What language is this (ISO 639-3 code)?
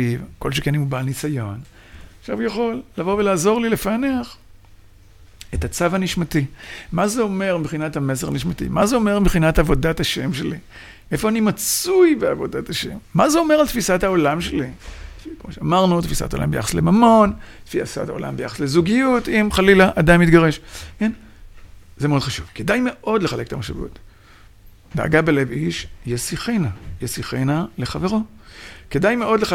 heb